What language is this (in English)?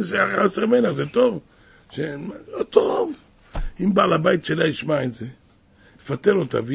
Hebrew